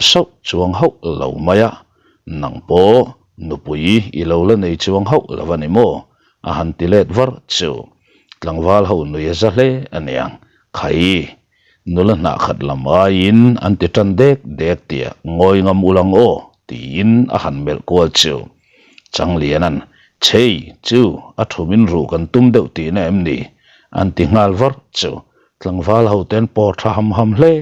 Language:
Mizo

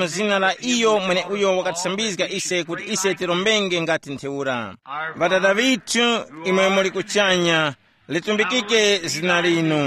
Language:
Tumbuka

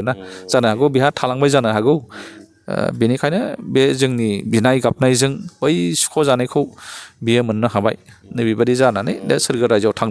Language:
Bodo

